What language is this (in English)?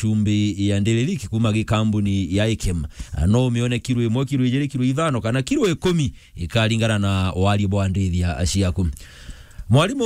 Meru